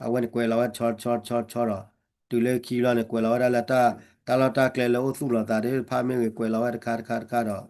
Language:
S'gaw Karen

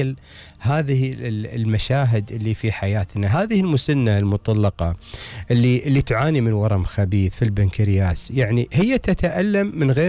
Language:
Gulf Arabic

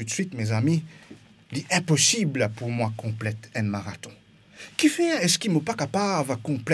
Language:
Morisyen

